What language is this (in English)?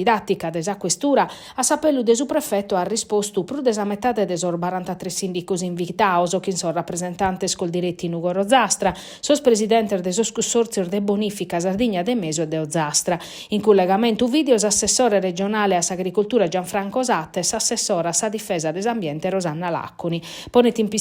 Sardinian